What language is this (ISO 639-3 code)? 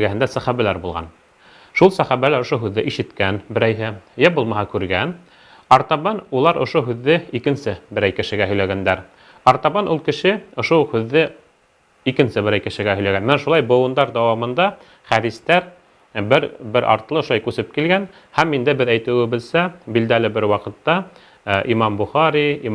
bak